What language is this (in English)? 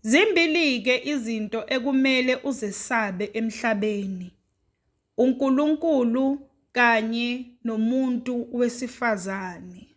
Zulu